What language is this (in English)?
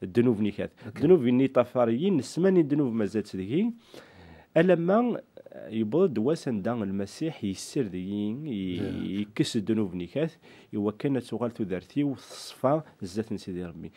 Kabyle